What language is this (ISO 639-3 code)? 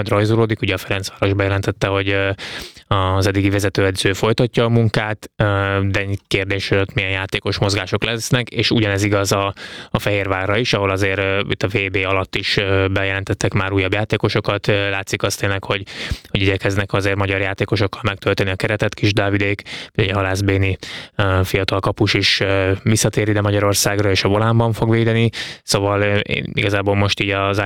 hun